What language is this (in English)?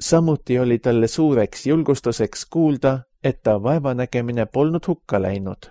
Estonian